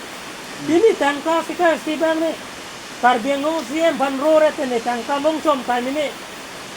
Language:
Karbi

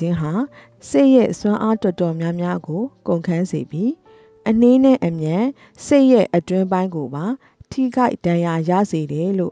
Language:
Burmese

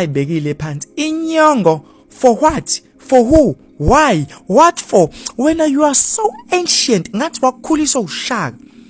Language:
Zulu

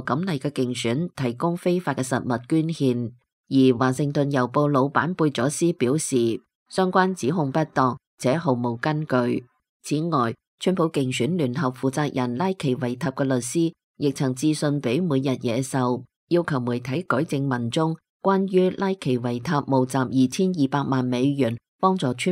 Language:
Cantonese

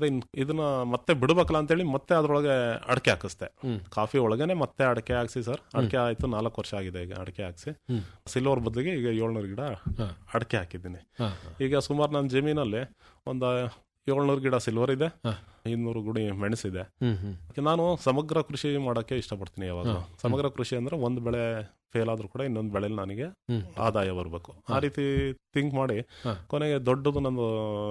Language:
Kannada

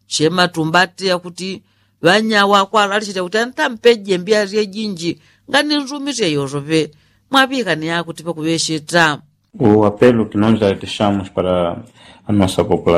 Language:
Yao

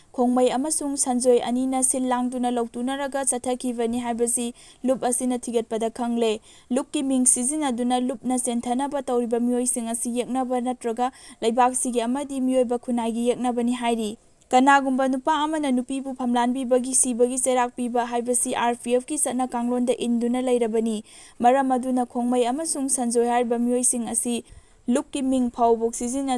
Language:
Manipuri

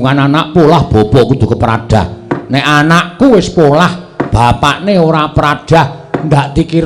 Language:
Javanese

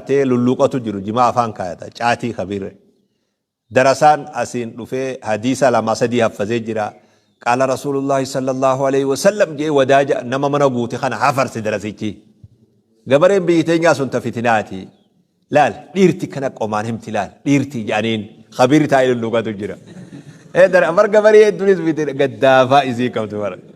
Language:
Oromo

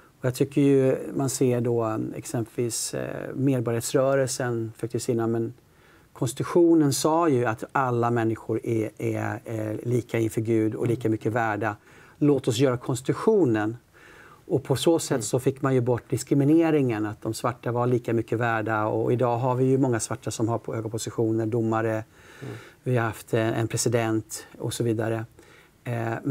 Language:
Swedish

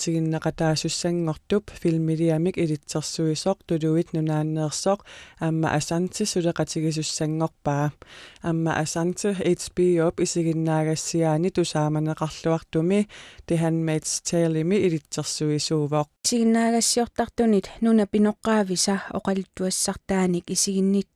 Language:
Kalaallisut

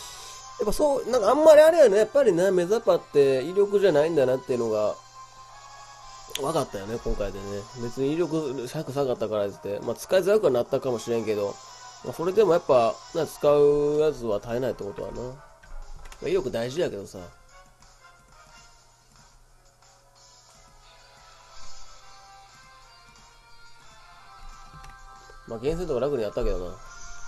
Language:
Japanese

